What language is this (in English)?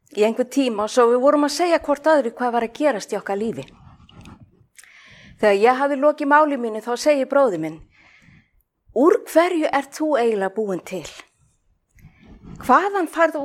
Icelandic